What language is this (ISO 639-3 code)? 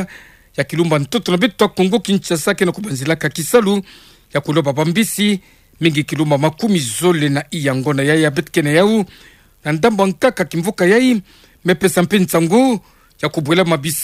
ktu